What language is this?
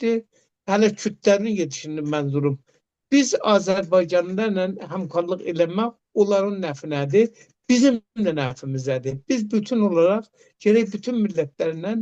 Azerbaijani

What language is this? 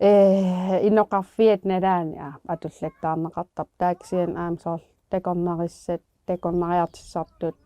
Kalaallisut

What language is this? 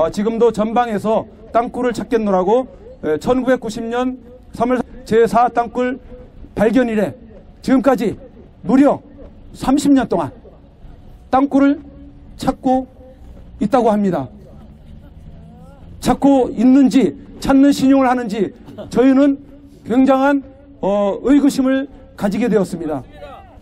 Korean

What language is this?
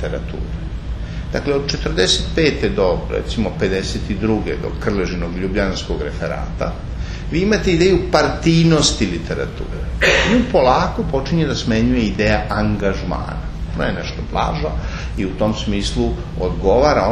Serbian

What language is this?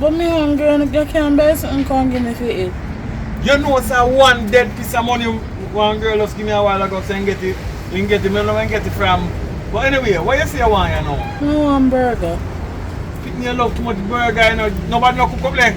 Jamaican Creole English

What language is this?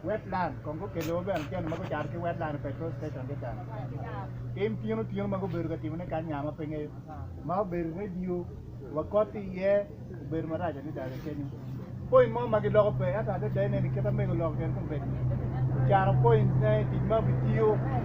Acoli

